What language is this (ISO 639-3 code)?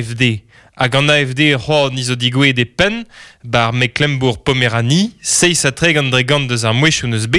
bre